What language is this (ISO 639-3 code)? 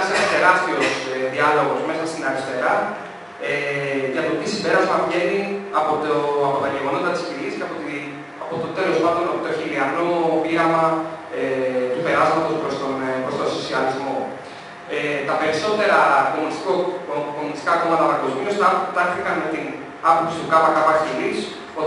ell